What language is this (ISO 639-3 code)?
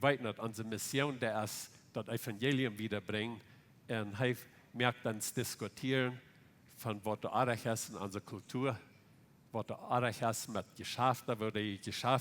pdt